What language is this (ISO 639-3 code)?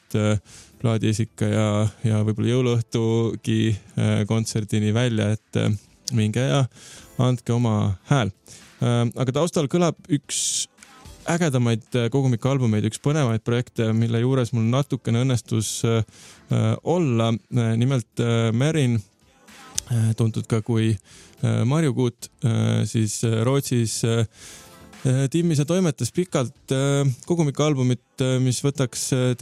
est